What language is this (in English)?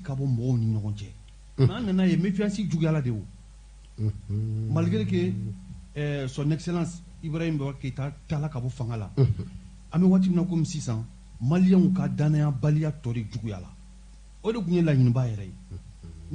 Bambara